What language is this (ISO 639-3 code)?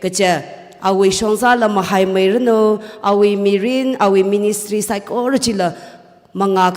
nmf